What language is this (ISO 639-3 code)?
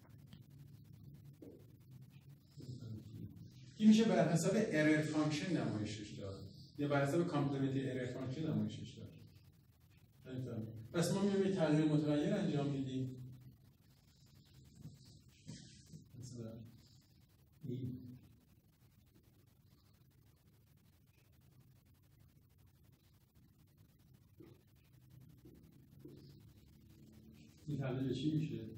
fas